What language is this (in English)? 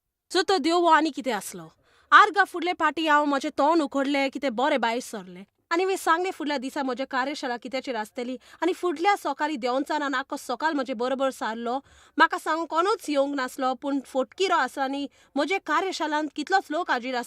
Konkani